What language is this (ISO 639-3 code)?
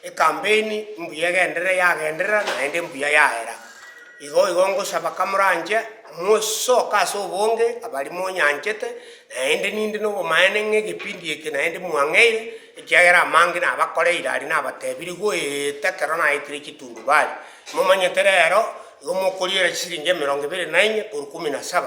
guz